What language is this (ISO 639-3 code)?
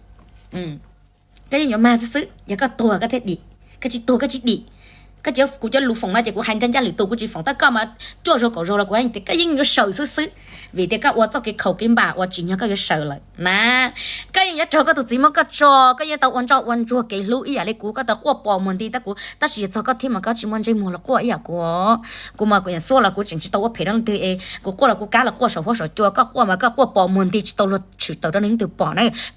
hmn